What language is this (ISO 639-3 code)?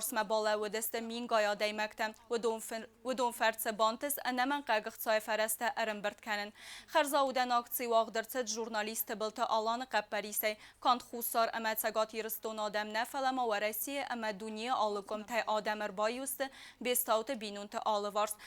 oss